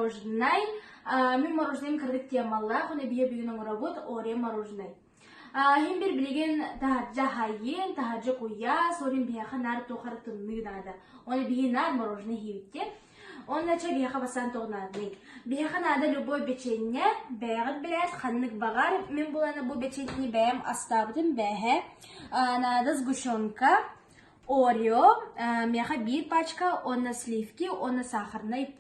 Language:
Yakut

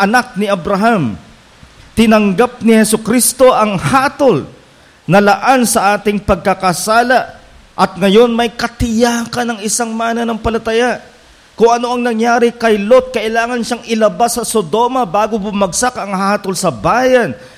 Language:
Filipino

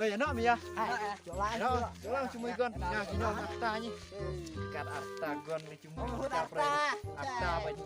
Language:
Khasi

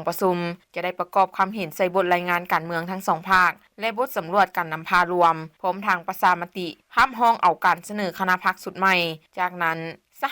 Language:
Lao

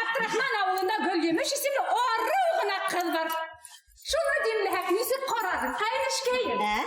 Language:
Bashkir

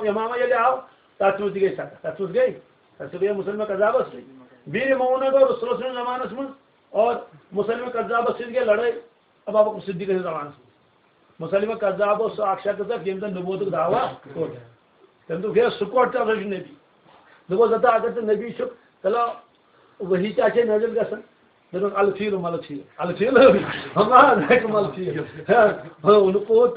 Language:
Kashmiri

